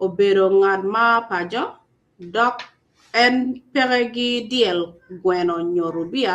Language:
Acoli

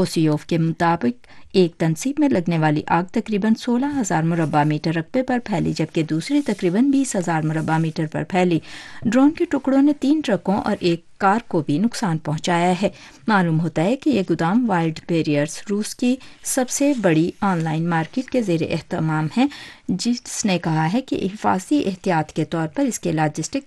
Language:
Urdu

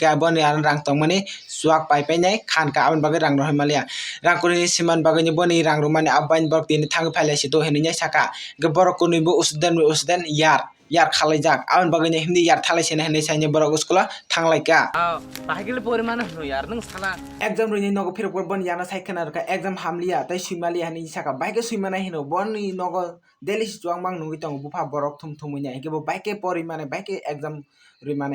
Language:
Kok Borok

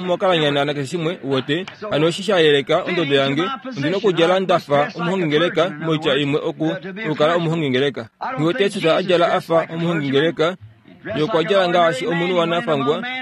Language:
Kuanyama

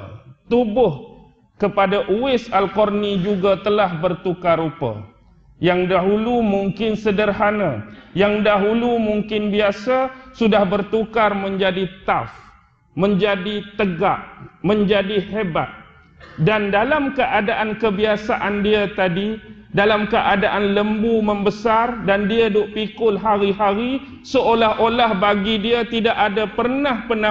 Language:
Malay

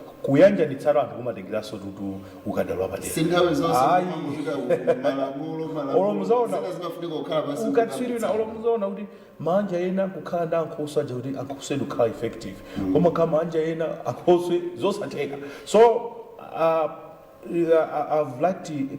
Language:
Nyanja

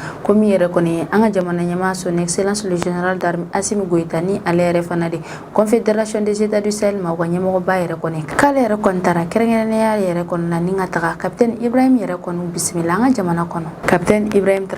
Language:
Bambara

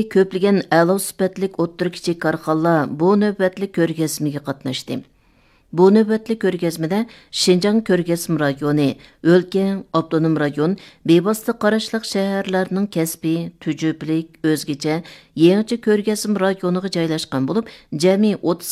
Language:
Uyghur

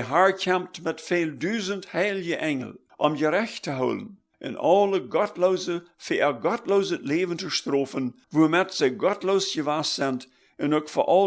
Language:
Plautdietsch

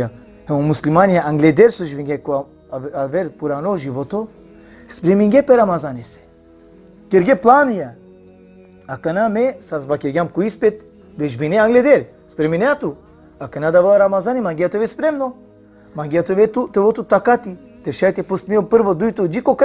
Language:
Balkan Romani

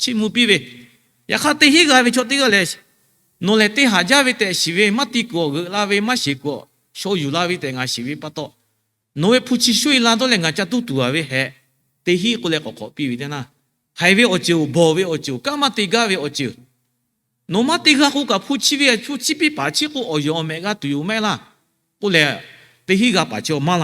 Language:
Lahu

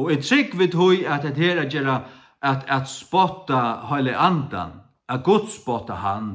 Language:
Faroese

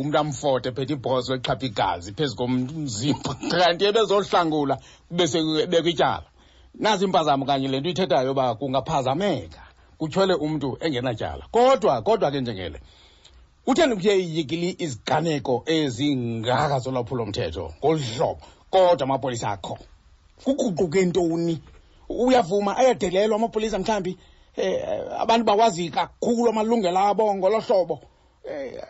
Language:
Xhosa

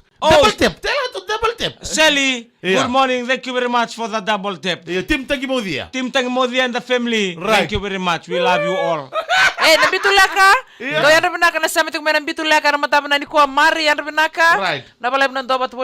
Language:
Fijian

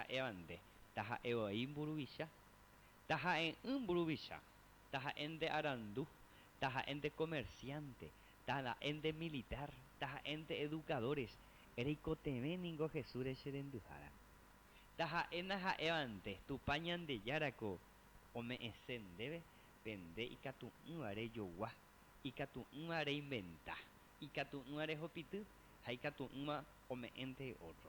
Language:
Guarani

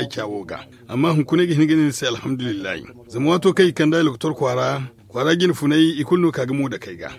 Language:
Zarma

